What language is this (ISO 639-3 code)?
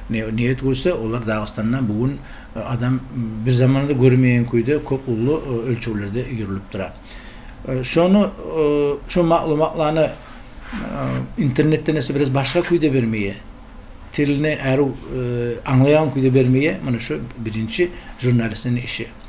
kum